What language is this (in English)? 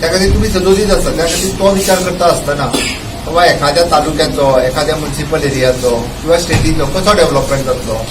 Konkani